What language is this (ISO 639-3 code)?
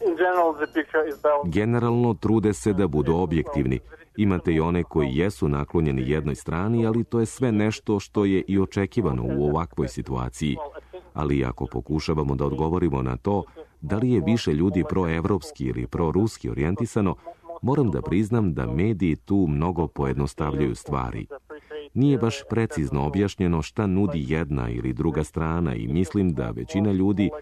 srp